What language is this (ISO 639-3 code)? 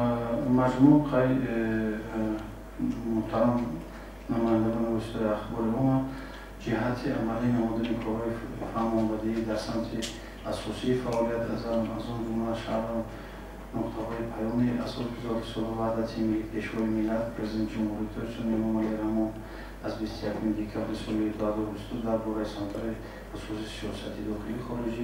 tgk